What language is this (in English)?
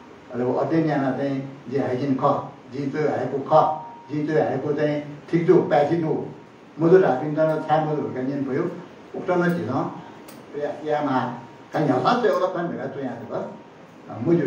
Newari